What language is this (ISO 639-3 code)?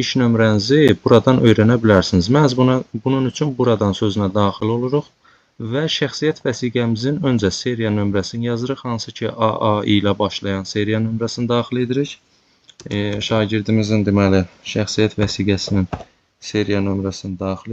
aze